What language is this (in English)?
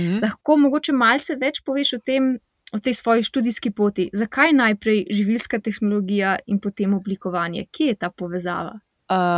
Slovenian